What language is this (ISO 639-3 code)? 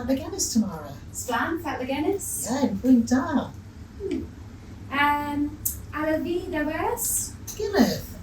cor